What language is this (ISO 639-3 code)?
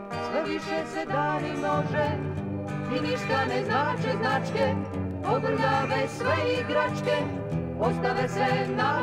srp